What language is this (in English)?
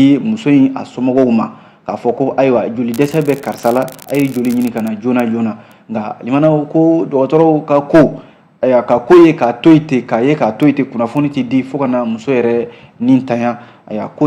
Bambara